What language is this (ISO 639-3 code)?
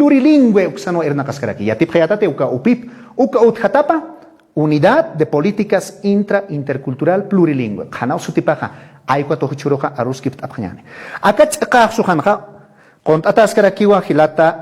aym